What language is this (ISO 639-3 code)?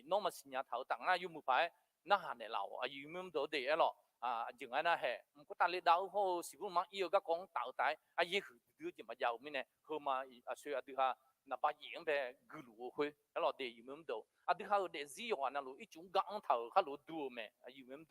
ahk